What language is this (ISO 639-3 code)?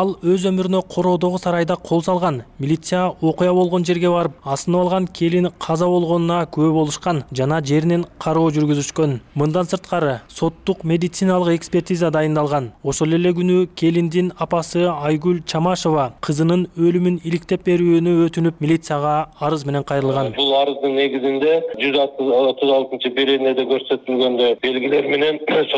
kir